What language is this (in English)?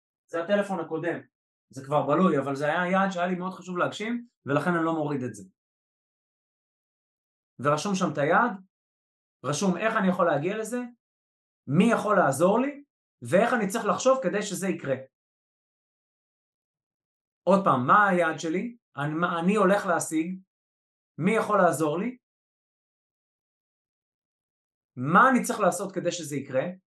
Hebrew